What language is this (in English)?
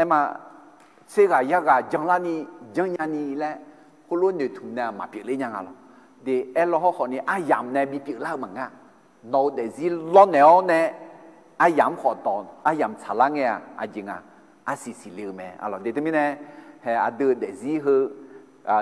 Akha